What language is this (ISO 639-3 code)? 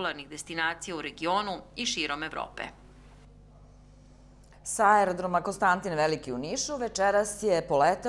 srp